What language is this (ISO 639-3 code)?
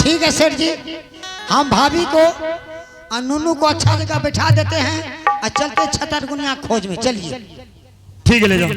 anp